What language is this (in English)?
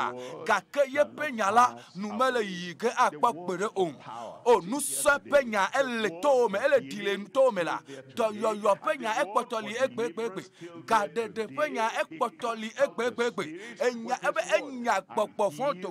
Ewe